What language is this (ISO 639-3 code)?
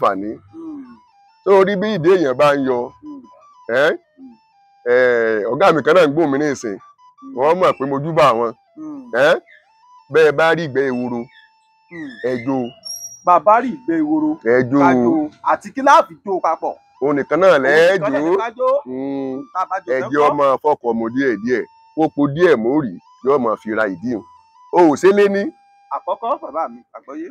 yor